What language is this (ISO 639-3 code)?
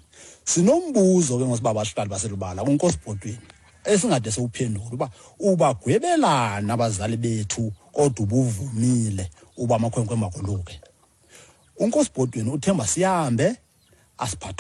xho